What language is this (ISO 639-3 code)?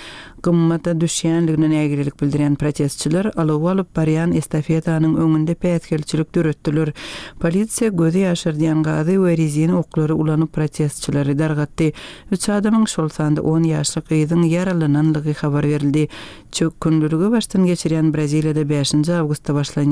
tuk